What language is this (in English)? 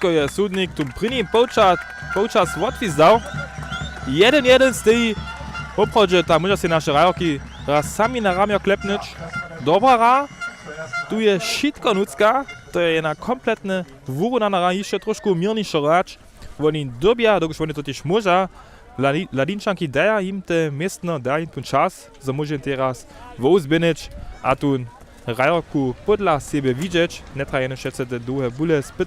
Upper Sorbian